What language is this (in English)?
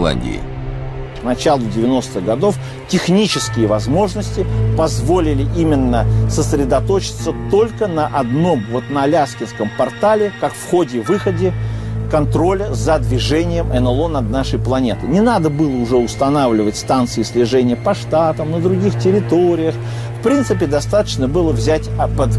Russian